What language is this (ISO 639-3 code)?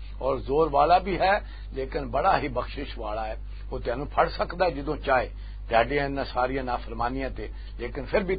lah